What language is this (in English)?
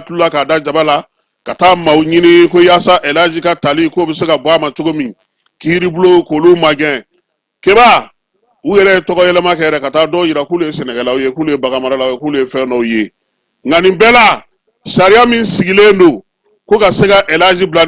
Bambara